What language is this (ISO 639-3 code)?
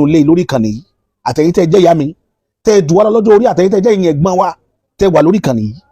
yor